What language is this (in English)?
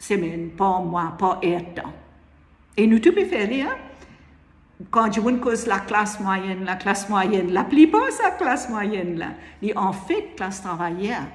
Morisyen